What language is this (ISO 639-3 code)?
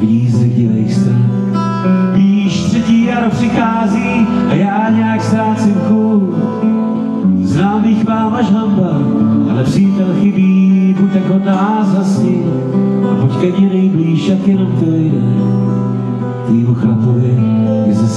ces